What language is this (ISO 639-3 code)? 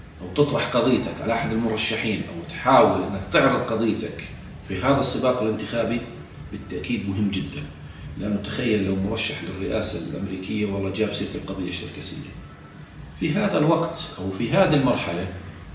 ajp